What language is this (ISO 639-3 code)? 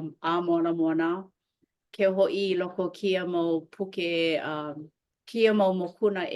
haw